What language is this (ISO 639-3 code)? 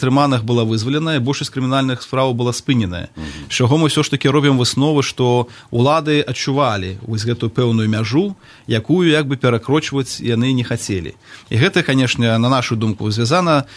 bel